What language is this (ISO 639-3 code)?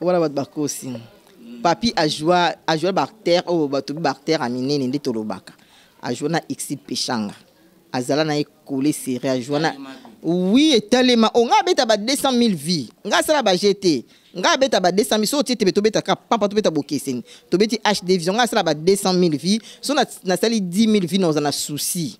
lin